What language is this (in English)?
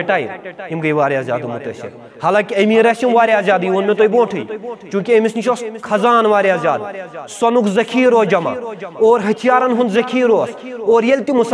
Kashmiri